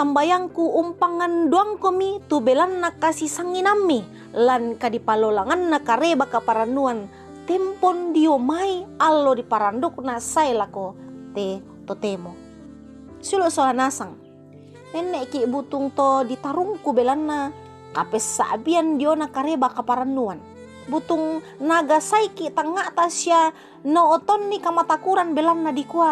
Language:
Toraja-Sa'dan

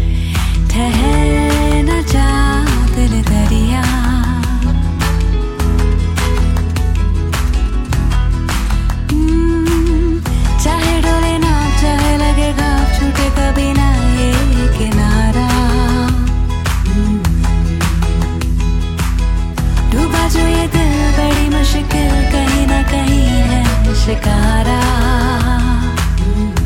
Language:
Hindi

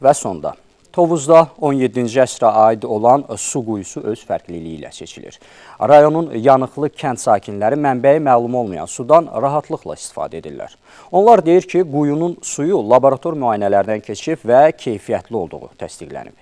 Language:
Azerbaijani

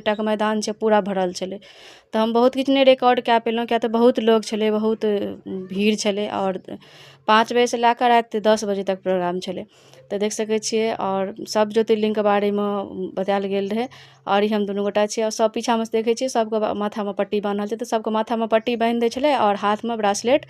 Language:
Maithili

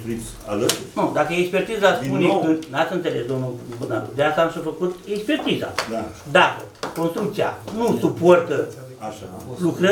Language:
Romanian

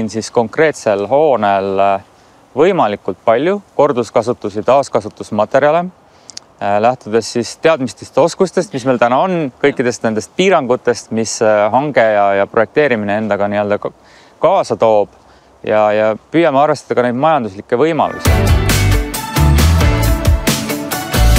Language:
Estonian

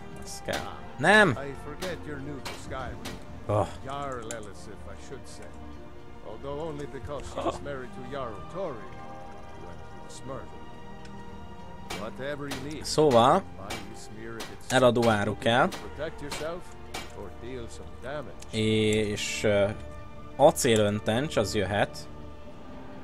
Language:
Hungarian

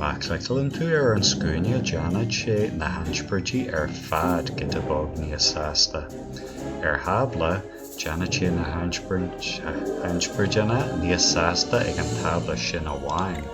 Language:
Irish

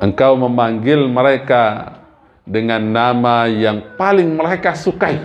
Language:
Sasak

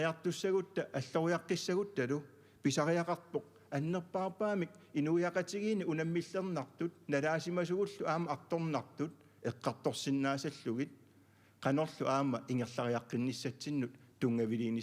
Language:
Kalaallisut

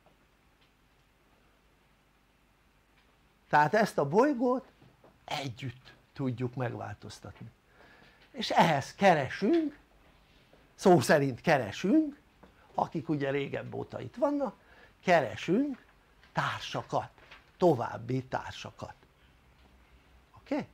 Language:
Hungarian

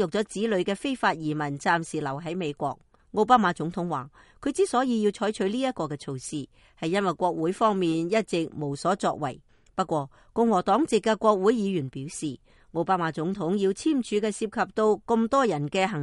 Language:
Cantonese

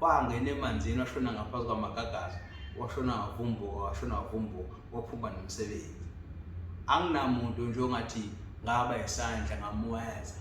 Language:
Zulu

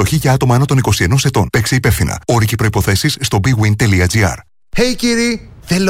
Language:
Greek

